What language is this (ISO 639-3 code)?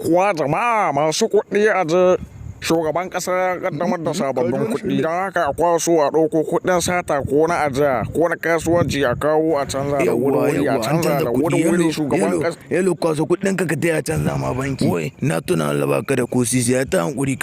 hau